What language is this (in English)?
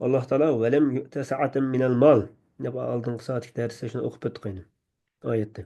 Uyghur